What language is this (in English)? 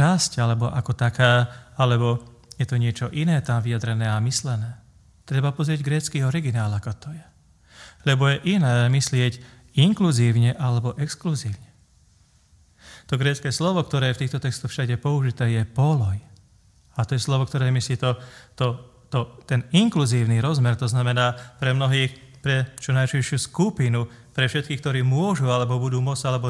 Slovak